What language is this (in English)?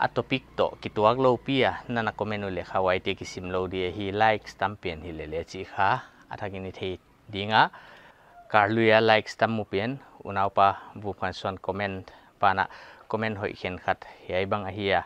Paite Chin